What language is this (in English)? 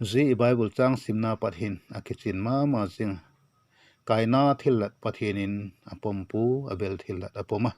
Vaiphei